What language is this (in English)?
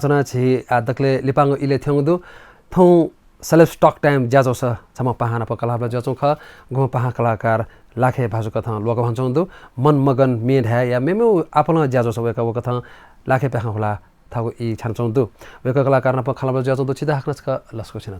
Newari